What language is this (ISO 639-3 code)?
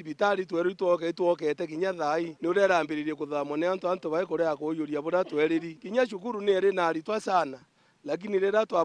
mer